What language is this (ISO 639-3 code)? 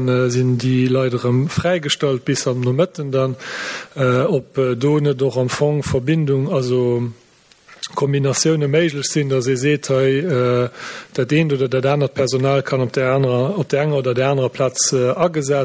ltz